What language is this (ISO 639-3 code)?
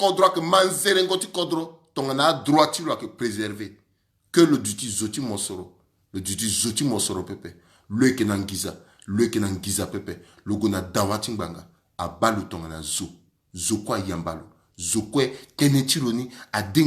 sag